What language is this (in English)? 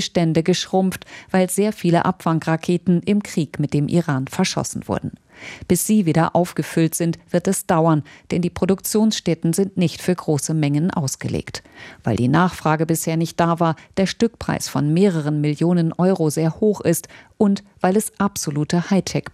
German